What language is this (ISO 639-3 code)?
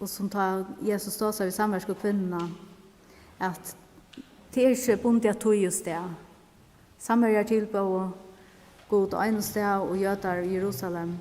fao